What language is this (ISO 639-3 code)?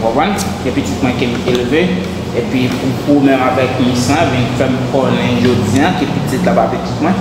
hat